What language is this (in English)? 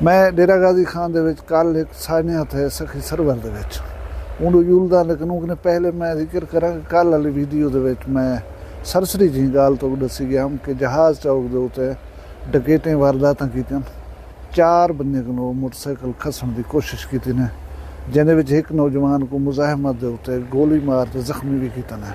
Saraiki